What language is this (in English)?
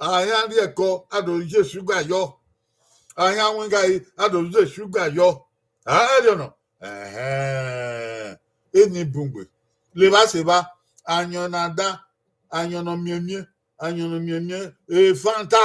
Bini